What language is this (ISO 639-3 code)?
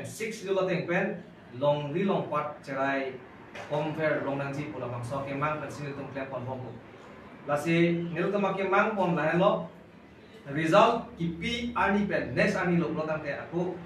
mjw